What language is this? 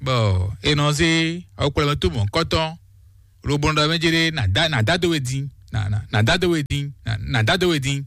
Fon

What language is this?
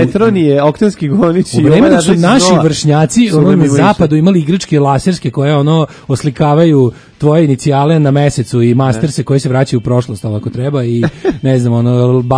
Serbian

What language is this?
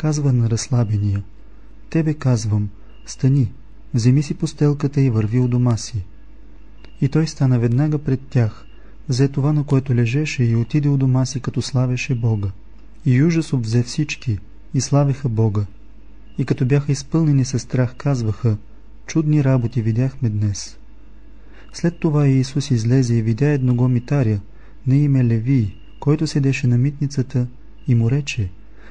Bulgarian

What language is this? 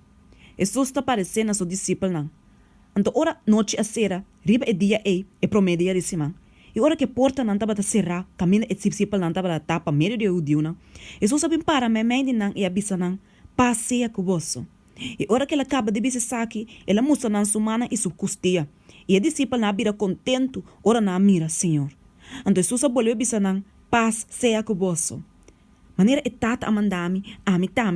Papiamento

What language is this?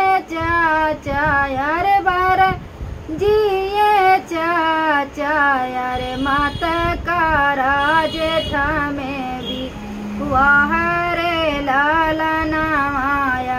Bhojpuri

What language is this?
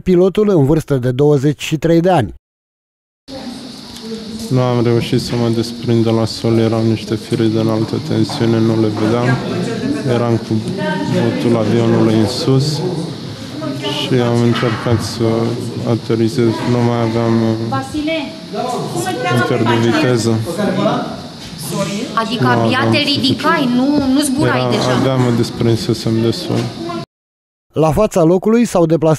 Romanian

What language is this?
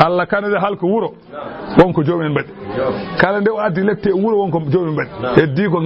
Fula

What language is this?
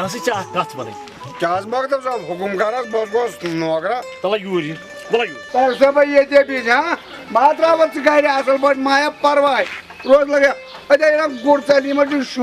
Kashmiri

